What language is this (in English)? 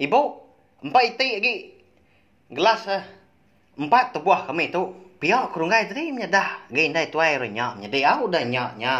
Iban